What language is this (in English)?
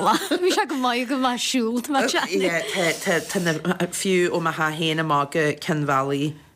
Irish